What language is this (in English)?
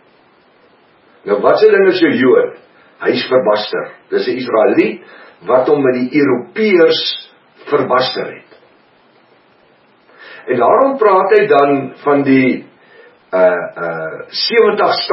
Afrikaans